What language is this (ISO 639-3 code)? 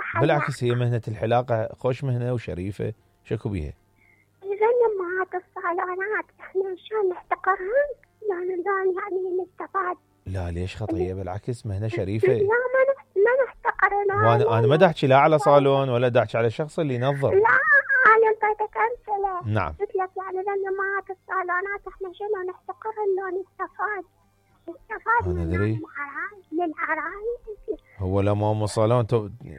acm